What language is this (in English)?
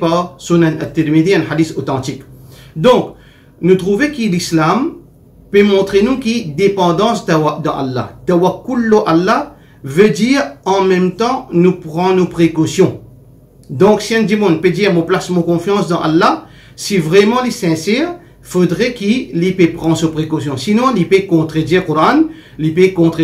Morisyen